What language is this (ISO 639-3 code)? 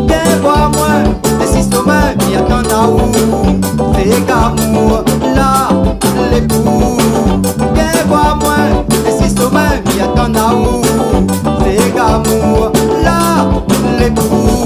rcf